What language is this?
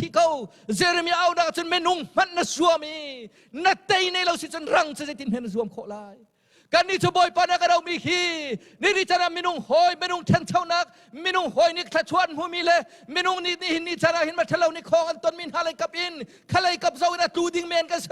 Hakha Chin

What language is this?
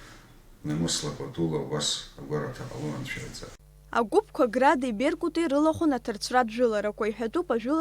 Abkhazian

